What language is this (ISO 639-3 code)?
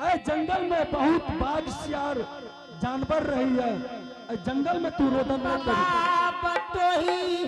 anp